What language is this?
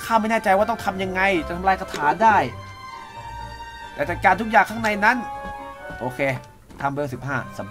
Thai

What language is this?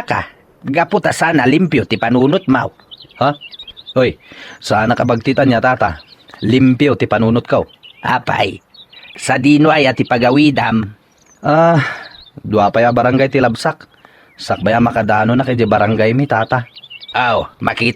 Iloko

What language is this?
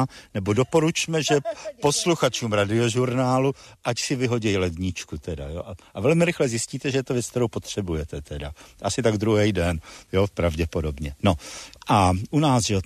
Czech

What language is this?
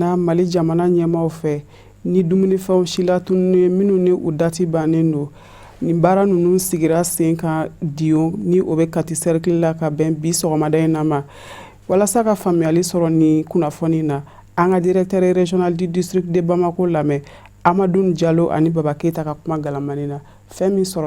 Bambara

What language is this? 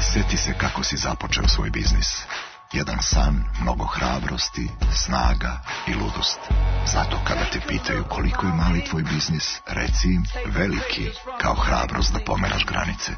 Serbian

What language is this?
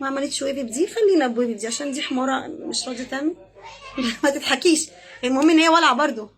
Egyptian Arabic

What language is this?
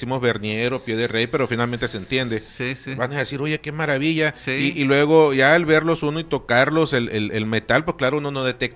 Spanish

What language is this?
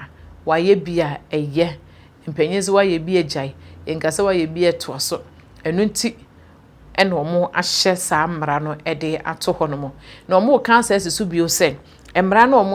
Akan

